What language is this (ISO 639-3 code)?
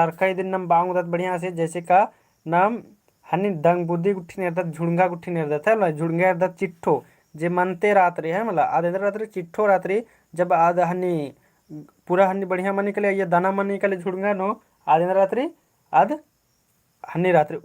kru